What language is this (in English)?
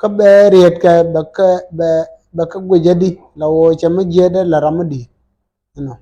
Nuer